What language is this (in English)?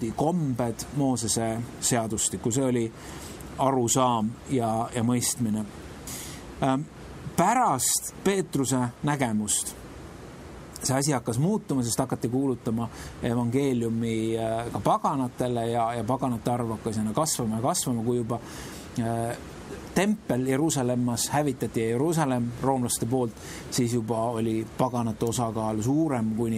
Estonian